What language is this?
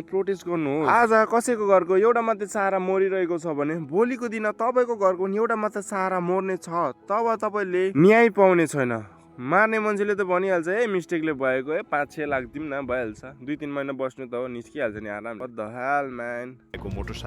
Nepali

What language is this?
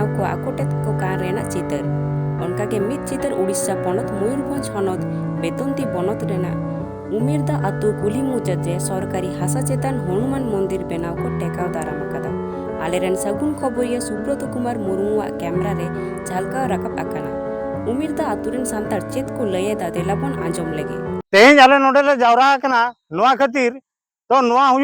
Santali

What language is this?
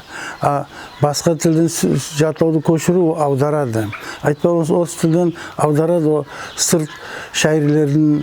Nogai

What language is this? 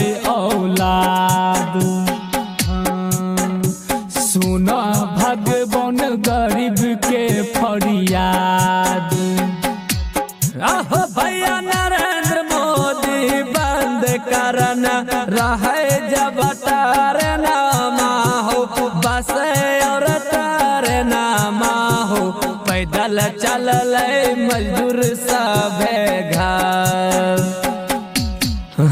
Bhojpuri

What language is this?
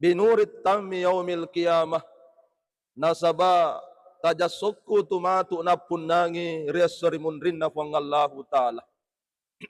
Buginese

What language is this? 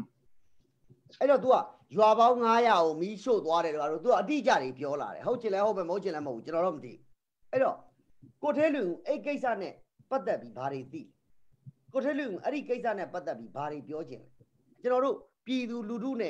Burmese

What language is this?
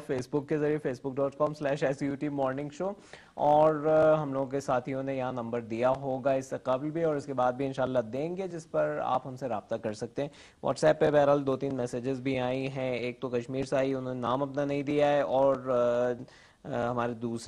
Urdu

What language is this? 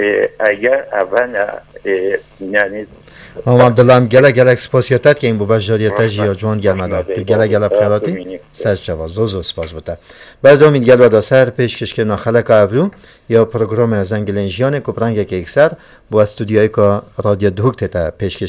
Kurdish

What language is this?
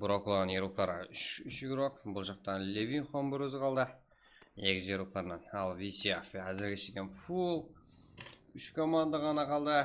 Kara-Kalpak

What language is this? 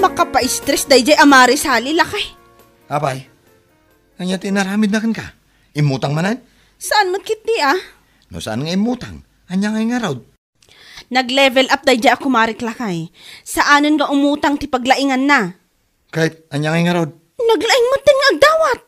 Iloko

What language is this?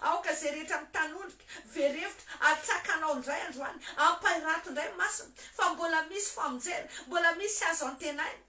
Malagasy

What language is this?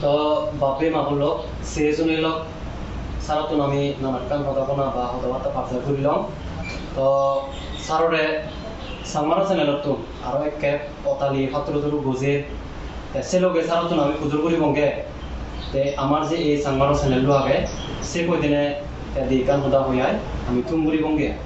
Chakma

